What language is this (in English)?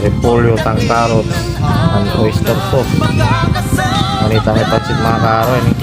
Pangasinan